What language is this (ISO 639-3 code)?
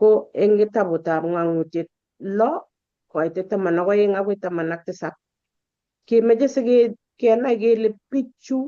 kln